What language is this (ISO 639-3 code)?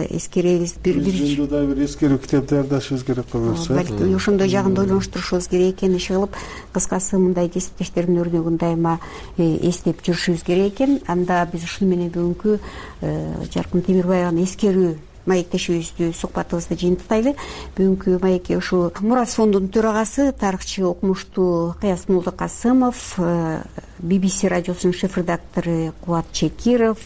kir